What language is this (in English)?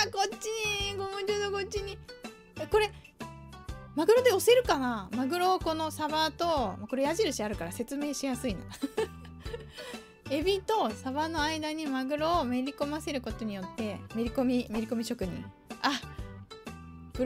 Japanese